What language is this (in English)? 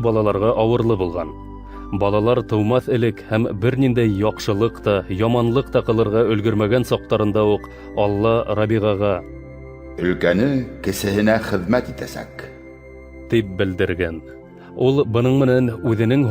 Bashkir